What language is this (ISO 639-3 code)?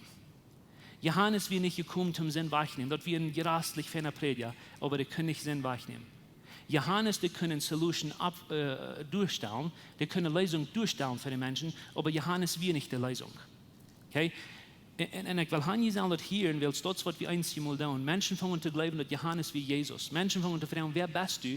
pdt